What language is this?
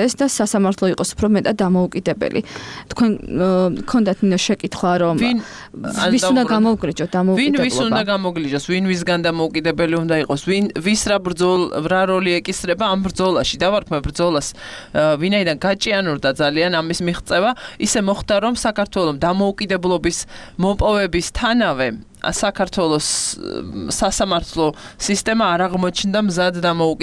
Georgian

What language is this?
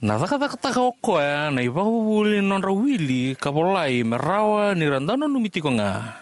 Fijian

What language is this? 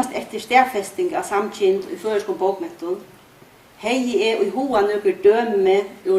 Faroese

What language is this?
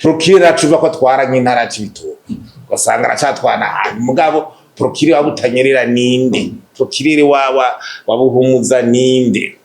Rundi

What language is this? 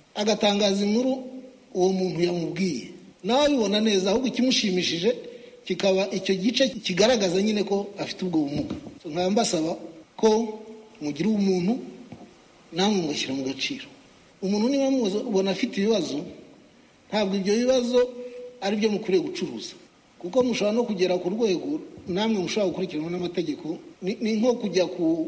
Kinyarwanda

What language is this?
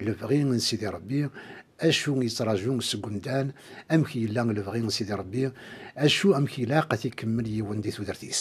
Kabyle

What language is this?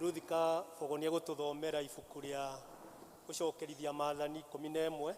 Kikuyu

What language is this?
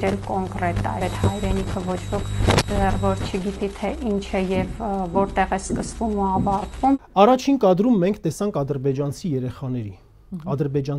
Armenian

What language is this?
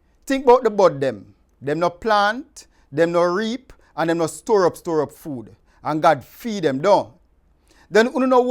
Jamaican Creole English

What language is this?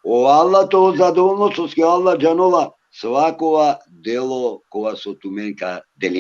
Balkan Romani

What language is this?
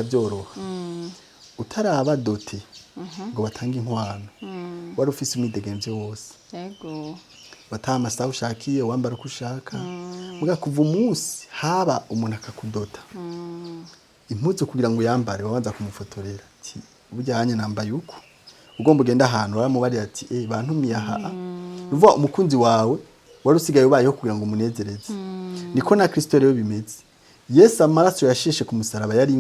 Rundi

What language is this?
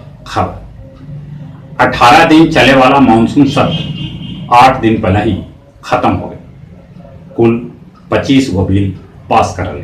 Magahi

